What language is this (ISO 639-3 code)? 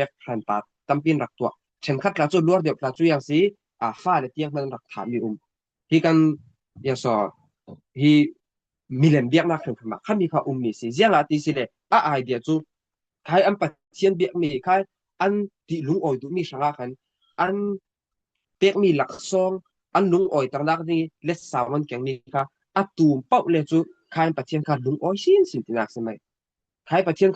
cfm